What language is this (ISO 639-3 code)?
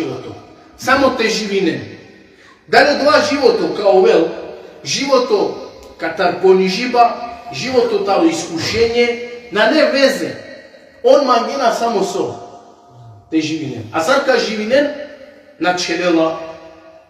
rmn